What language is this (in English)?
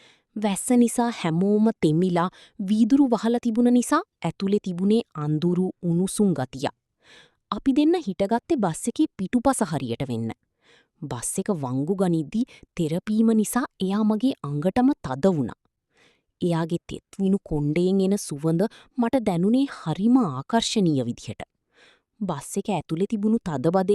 Sinhala